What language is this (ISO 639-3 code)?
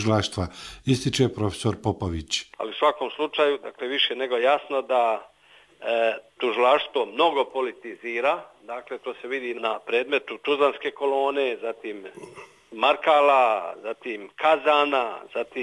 bos